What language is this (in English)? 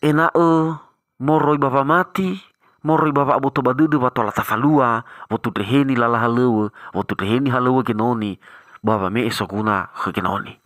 Nias